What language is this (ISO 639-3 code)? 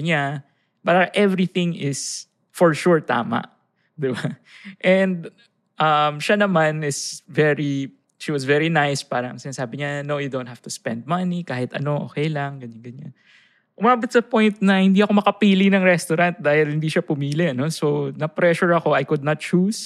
fil